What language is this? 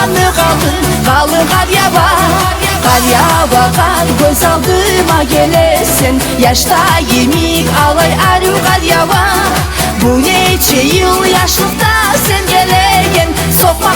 Kumyk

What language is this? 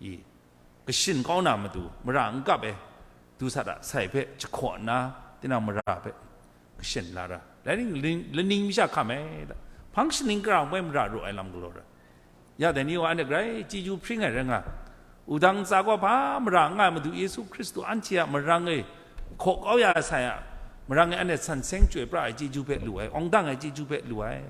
Kachin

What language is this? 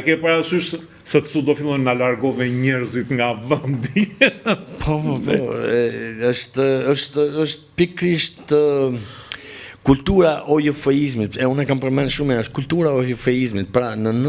Albanian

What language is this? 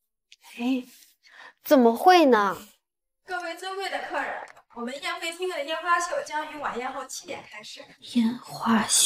Chinese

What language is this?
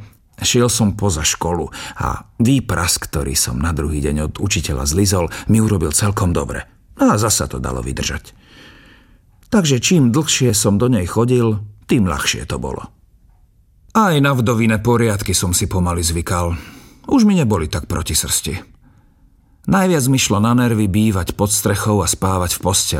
Slovak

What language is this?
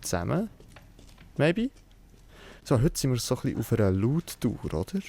Swiss German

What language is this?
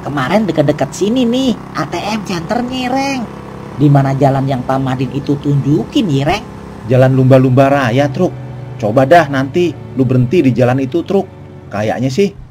Betawi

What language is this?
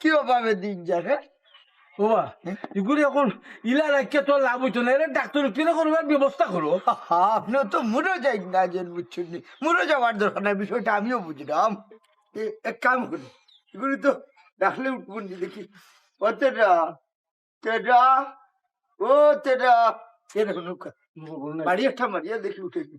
Sylheti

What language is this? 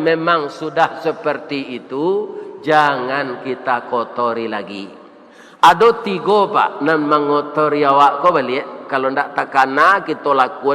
Minangkabau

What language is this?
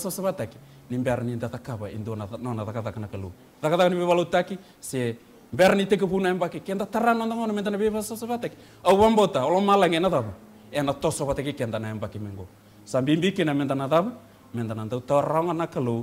Fijian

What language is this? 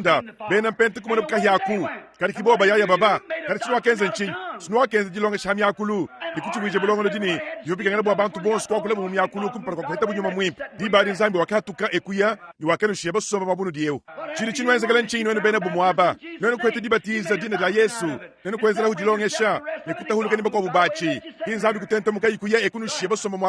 Luba-Lulua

